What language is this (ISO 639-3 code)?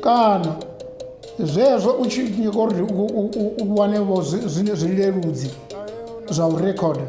ven